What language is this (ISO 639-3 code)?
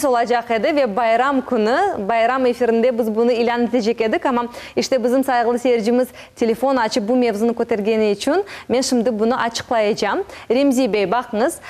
crh